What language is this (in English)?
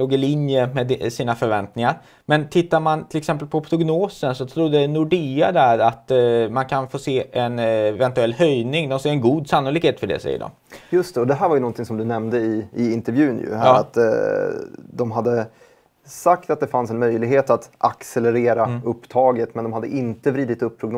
Swedish